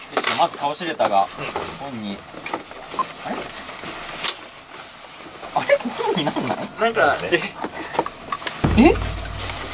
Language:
Japanese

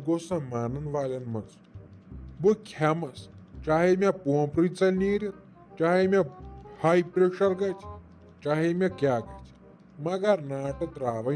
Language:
Kashmiri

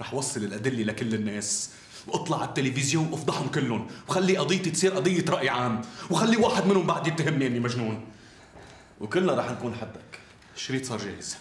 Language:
North Levantine Arabic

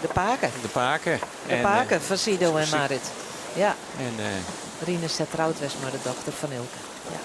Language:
Western Frisian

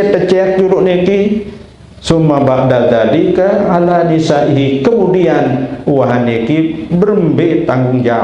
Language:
Sasak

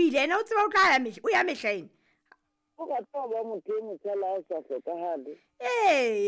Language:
Southern Sotho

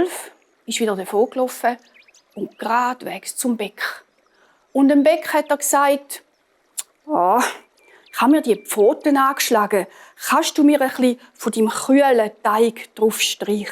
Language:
Swiss German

